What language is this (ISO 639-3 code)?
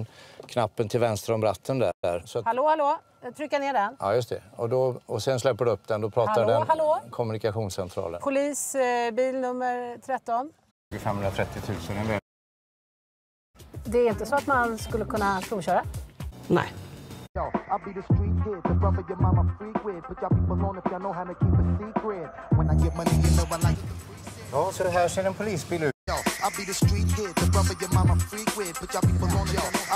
swe